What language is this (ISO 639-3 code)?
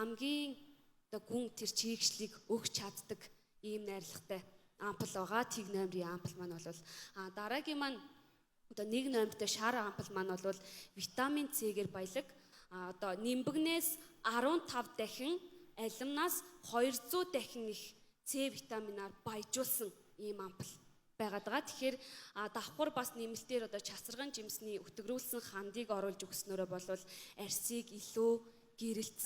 mon